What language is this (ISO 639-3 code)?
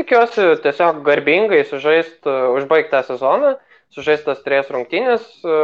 lit